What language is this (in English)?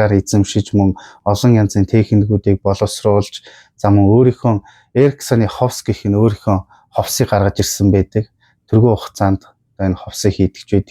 Mongolian